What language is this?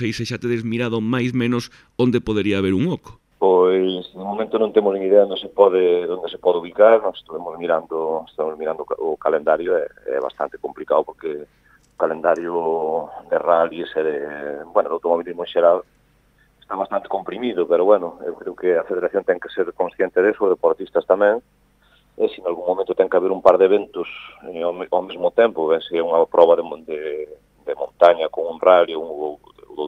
Galician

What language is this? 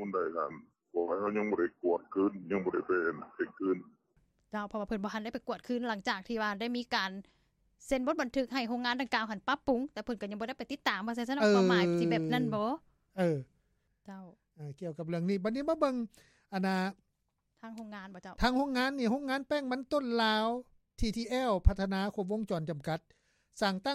Lao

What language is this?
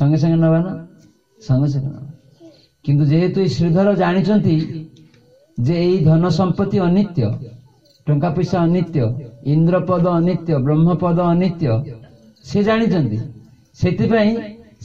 Odia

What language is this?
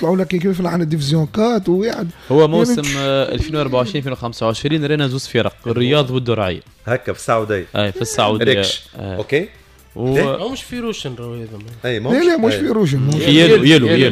Tunisian Arabic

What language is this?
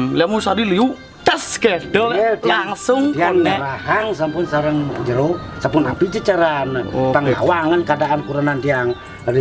Balinese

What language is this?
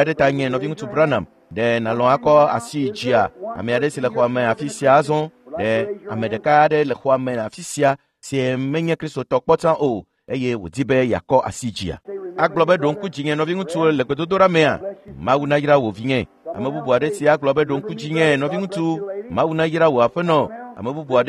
Ewe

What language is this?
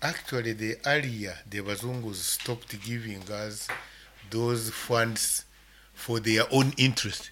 Nyankole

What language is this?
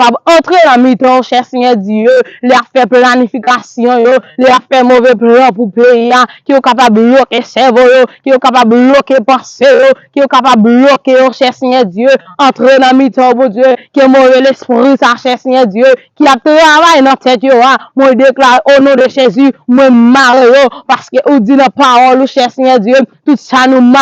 Haitian Creole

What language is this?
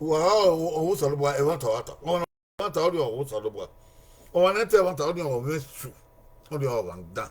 Bini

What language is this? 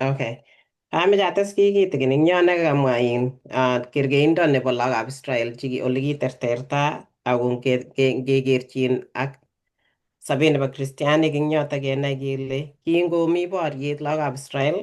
Kalenjin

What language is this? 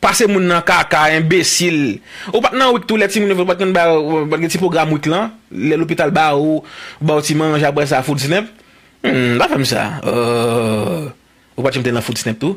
Haitian Creole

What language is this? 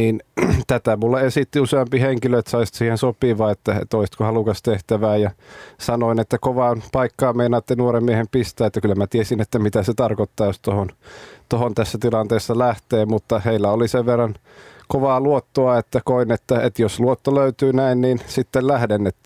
Finnish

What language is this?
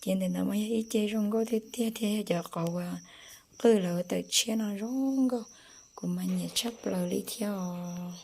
Hmong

